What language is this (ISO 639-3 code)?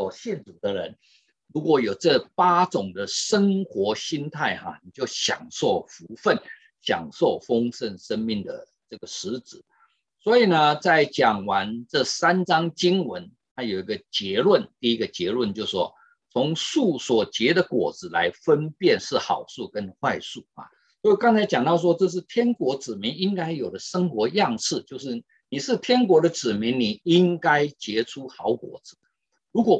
zho